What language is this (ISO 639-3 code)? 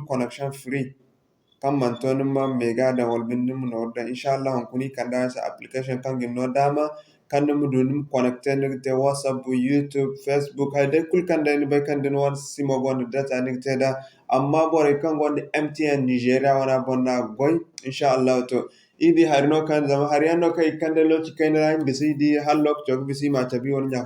dje